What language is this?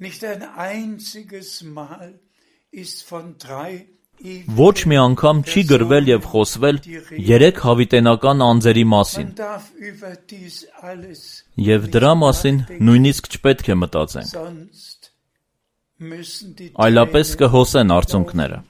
Armenian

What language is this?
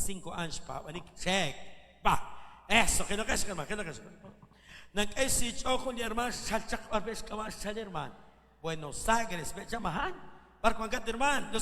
Kekchí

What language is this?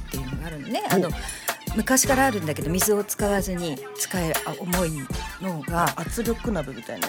Japanese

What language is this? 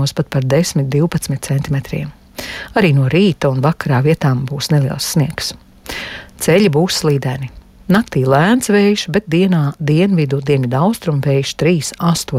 Latvian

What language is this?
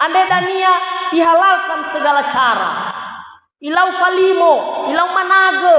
Nias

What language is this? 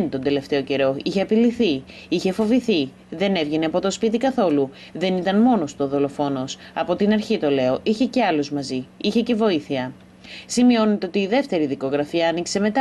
Greek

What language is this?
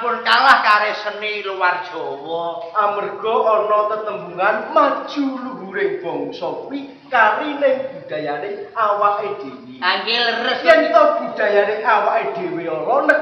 Javanese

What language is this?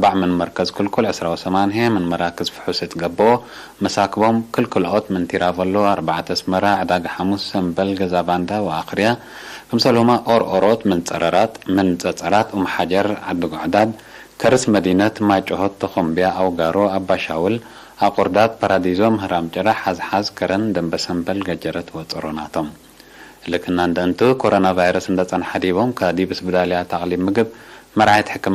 Tigre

